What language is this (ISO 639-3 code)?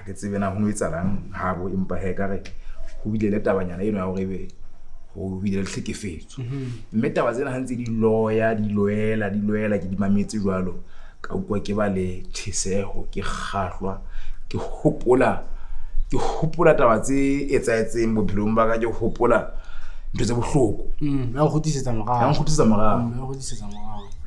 sot